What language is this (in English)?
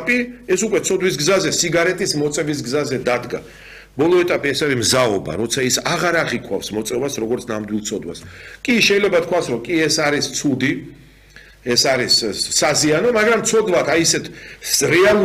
Georgian